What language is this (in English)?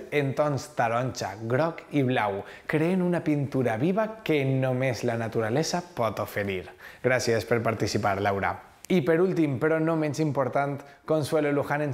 Catalan